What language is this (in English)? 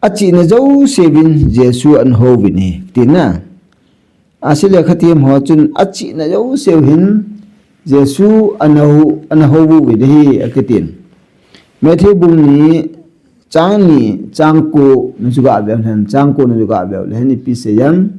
Thado Chin